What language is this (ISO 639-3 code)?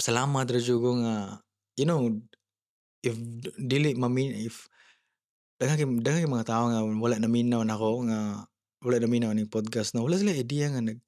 ceb